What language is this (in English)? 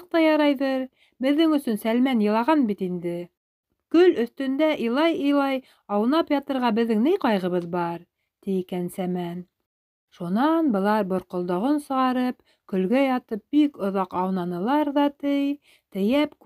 Bashkir